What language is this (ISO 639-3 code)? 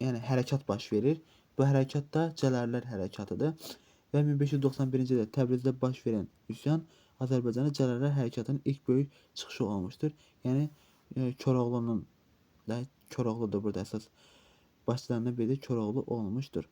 aze